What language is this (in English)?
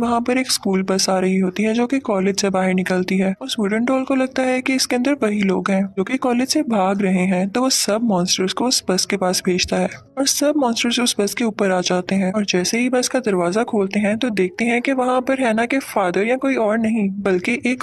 Hindi